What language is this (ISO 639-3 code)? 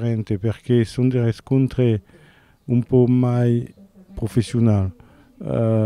oci